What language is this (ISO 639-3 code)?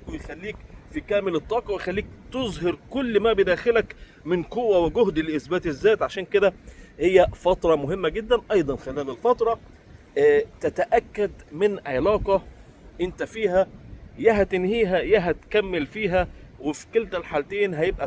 arz